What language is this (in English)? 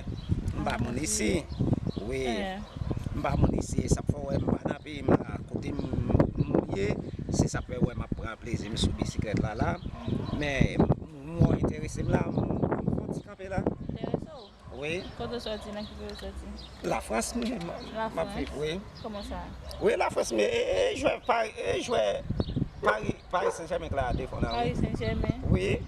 Haitian Creole